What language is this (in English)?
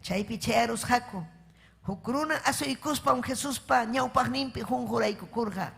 Ayacucho Quechua